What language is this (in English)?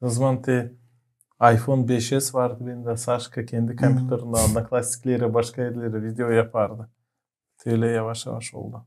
Gagauz